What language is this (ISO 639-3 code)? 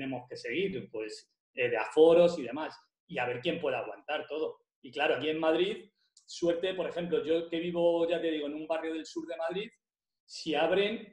spa